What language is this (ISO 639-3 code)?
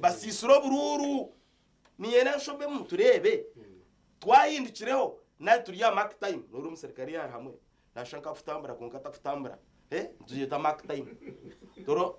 nyn